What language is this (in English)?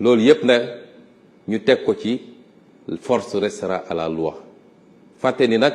Wolof